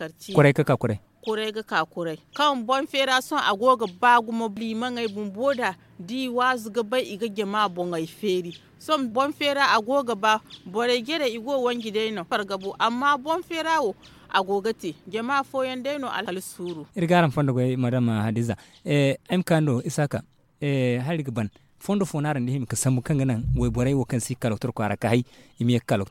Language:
Zarma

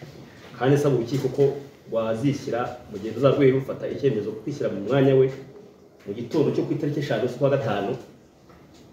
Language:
Kinyarwanda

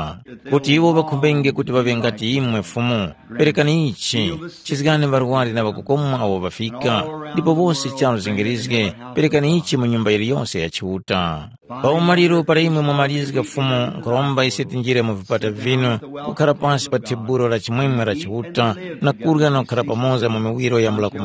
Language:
Tumbuka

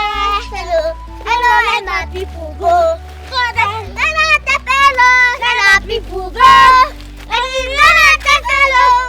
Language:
Nigerian Pidgin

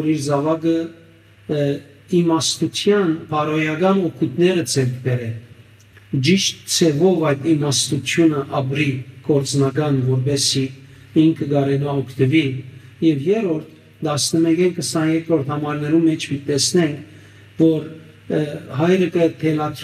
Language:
Western Armenian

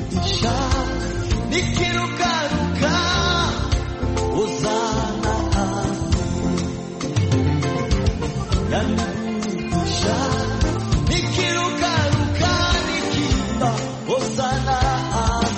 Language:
Swahili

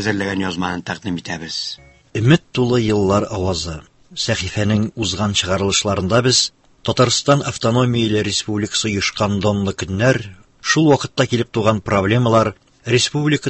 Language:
Tatar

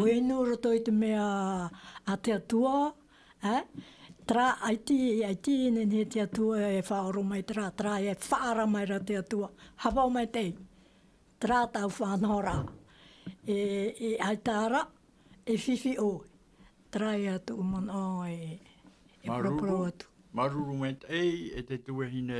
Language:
Tahitian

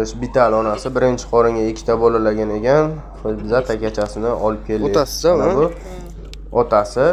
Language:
Uzbek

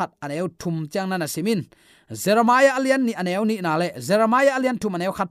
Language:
Tedim Chin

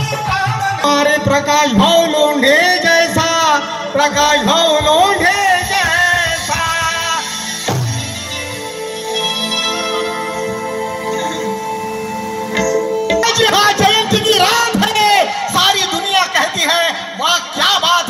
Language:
Marathi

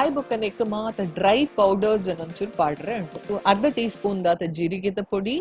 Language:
Tulu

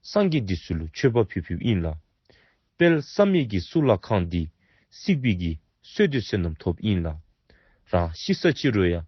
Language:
Dzongkha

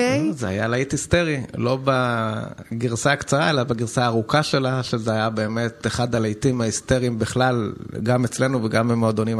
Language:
Hebrew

